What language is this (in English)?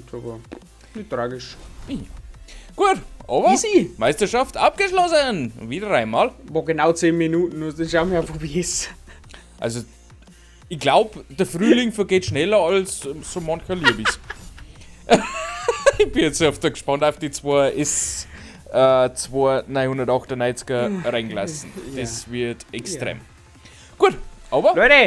Bavarian